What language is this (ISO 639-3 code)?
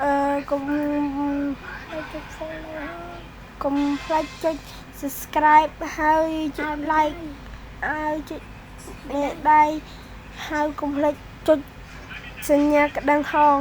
khm